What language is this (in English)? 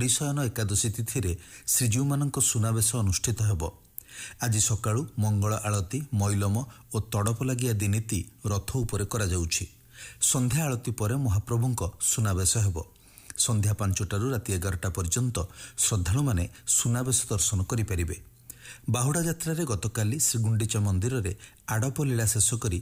Odia